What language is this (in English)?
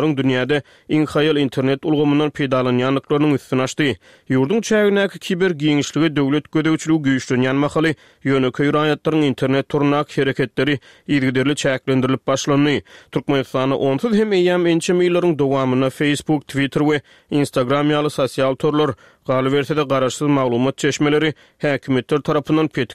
Turkmen